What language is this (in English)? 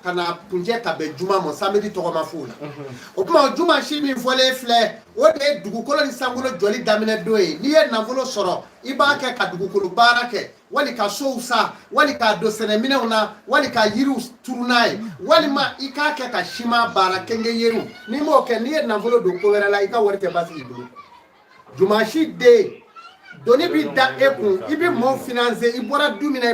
Bambara